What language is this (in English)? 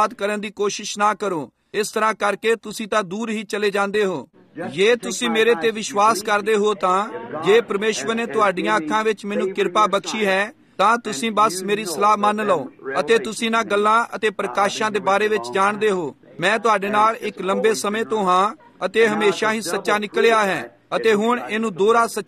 Punjabi